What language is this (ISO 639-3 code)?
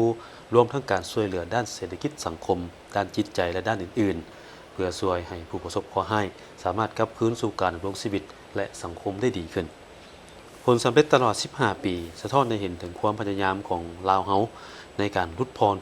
lao